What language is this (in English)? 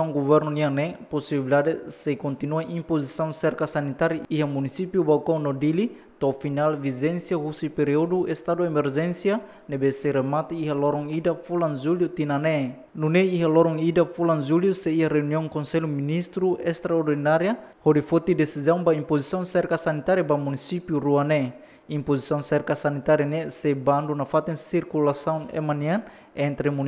Tetum